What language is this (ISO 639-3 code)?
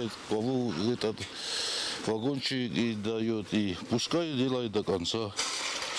oss